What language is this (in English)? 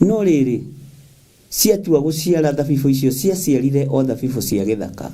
Kikuyu